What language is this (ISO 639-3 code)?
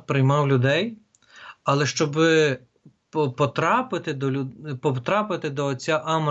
ukr